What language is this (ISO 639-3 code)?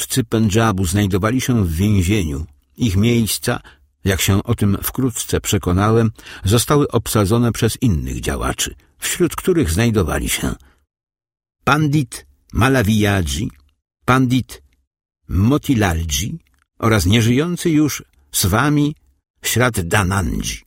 pol